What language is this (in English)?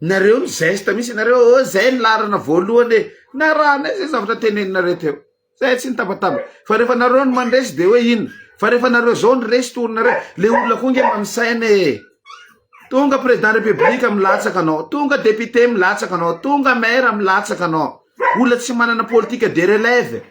Malagasy